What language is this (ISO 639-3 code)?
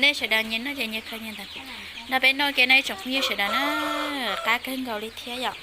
hmn